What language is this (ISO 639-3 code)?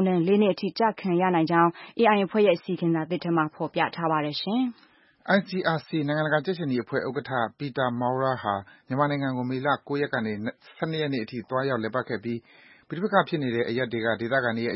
mya